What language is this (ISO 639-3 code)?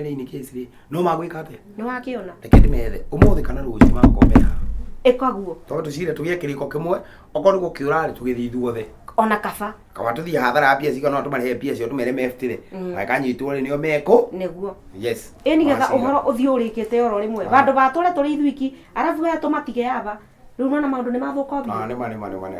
kik